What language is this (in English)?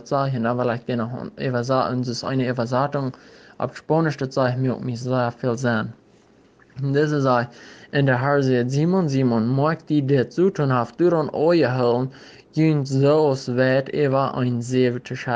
Plautdietsch